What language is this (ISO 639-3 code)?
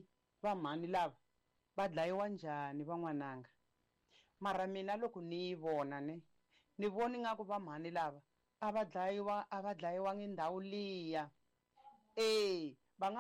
tso